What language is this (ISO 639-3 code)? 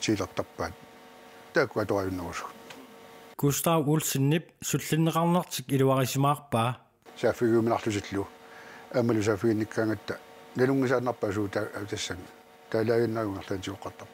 kal